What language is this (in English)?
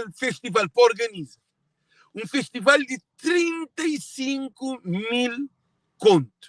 Kabuverdianu